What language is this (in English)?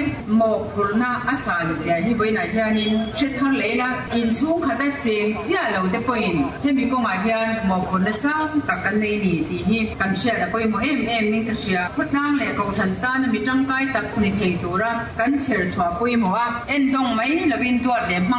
Mizo